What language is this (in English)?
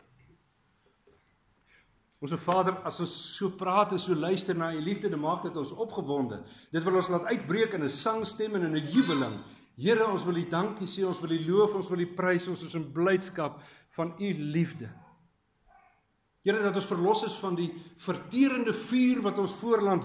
Afrikaans